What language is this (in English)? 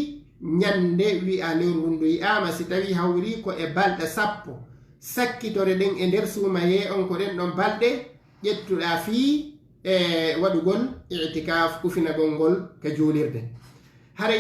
Fula